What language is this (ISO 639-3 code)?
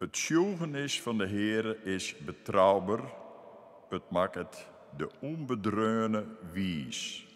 fry